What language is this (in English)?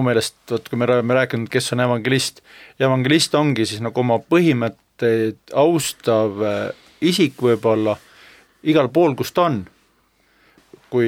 Estonian